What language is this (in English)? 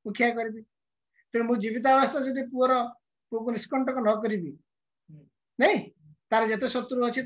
Odia